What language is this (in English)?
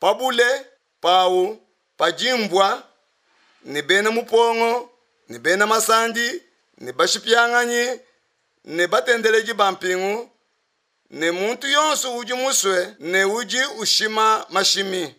Luba-Lulua